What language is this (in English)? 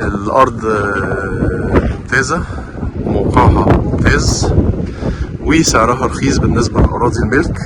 Egyptian Arabic